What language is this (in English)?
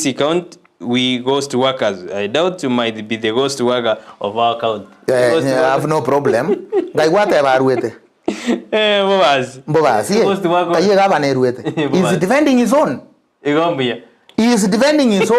Gusii